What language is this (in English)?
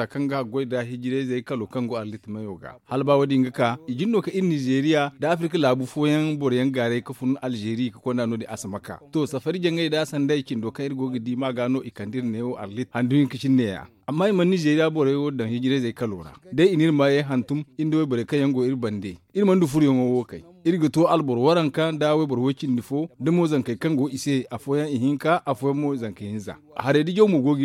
Zarma